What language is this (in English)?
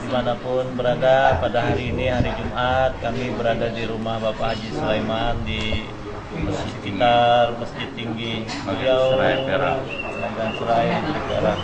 Banjar